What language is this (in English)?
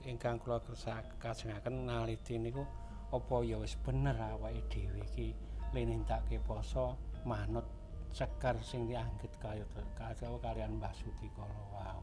Javanese